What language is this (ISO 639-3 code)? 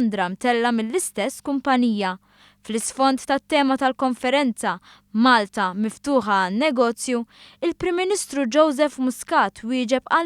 mlt